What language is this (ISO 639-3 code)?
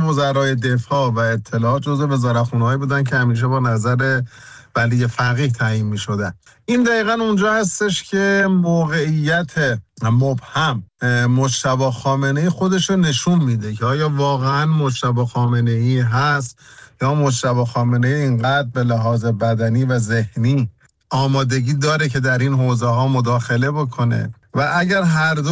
fas